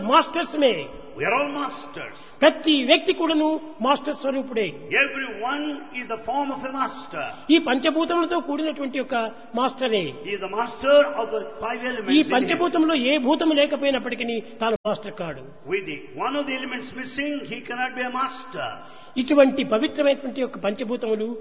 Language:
Telugu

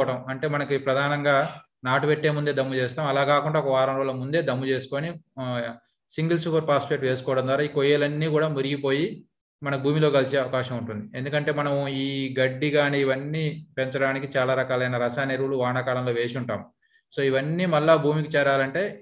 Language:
Telugu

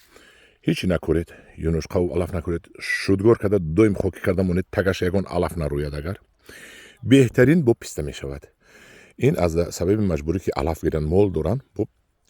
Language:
Tajik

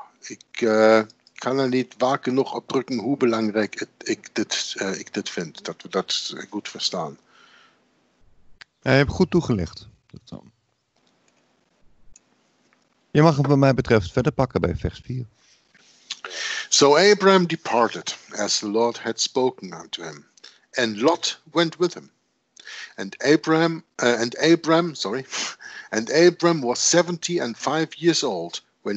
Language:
Dutch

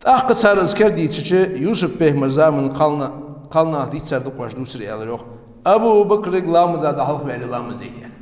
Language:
Ingush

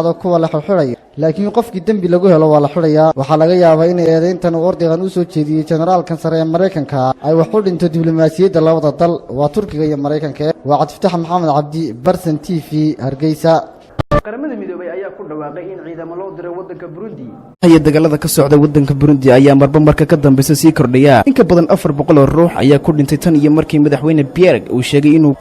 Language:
Somali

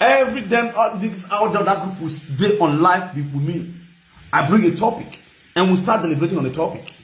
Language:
Nigerian Pidgin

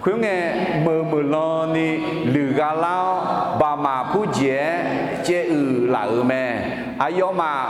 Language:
Akha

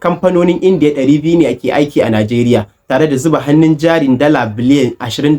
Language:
Hausa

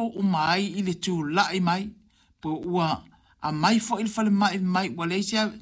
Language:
Samoan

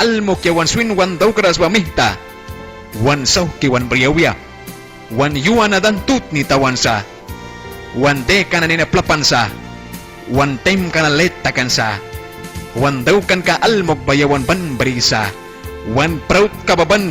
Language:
Mískito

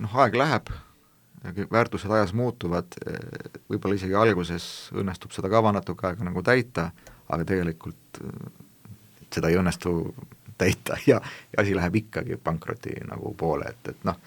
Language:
Estonian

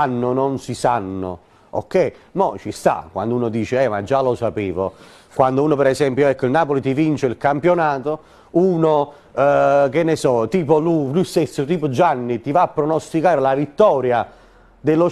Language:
Italian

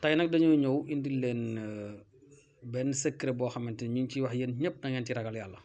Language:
Wolof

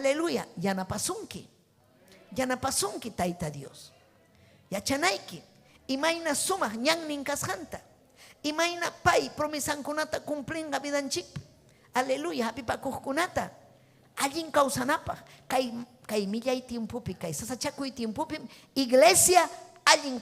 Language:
Ayacucho Quechua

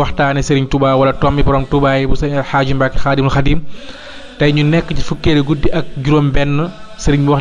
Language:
Wolof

